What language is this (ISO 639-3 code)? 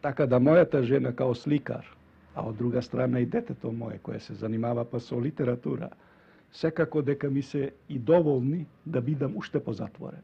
mkd